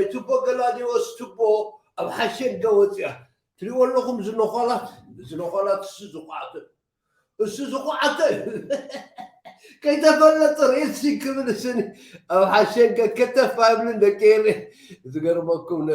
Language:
Tigrinya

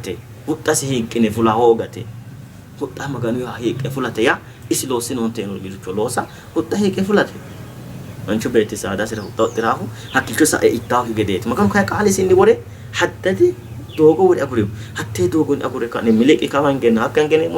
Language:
Sidamo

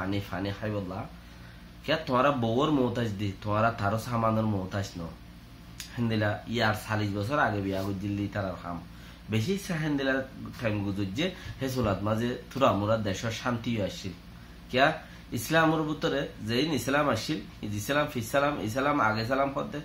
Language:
Rohingya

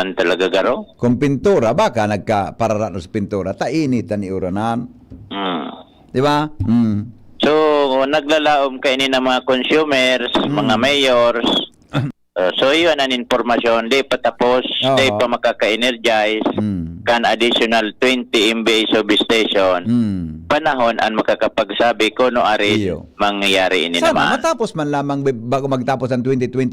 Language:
Bikol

